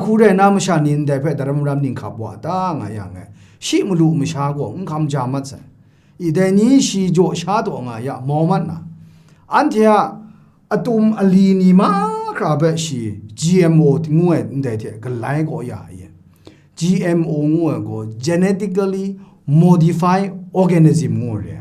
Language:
Kachin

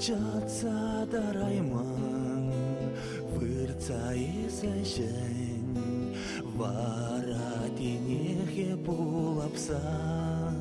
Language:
Chuvash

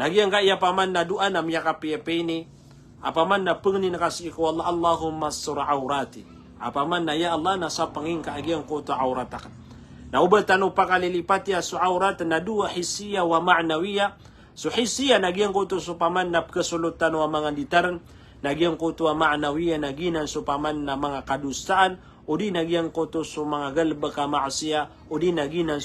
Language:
Maranao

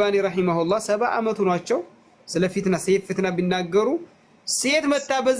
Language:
Amharic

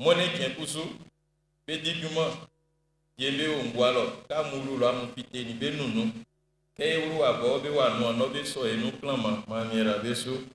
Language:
Baoulé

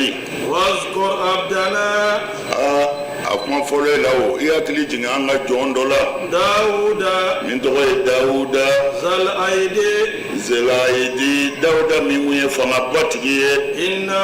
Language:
Bambara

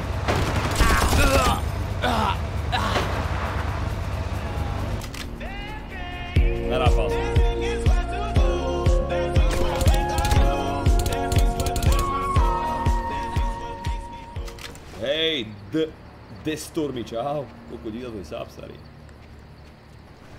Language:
Slovak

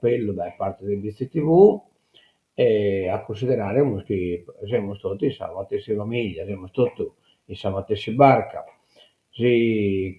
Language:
Sardinian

